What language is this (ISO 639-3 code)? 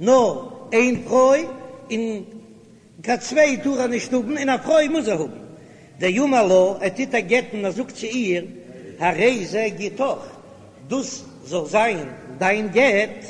yid